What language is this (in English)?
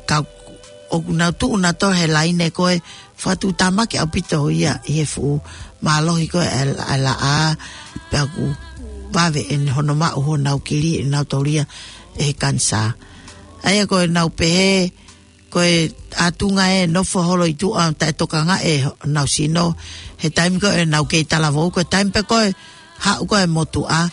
Tongan